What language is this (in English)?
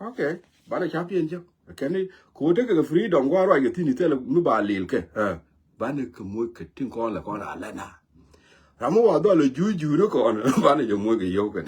Nuer